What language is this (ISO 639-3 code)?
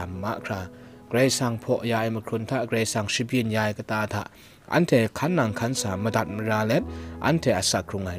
kac